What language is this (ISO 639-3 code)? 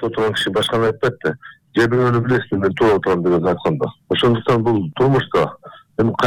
kir